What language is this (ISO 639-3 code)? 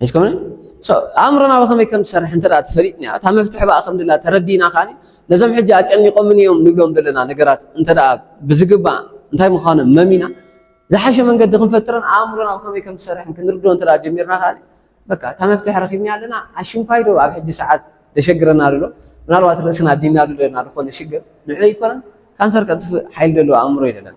tir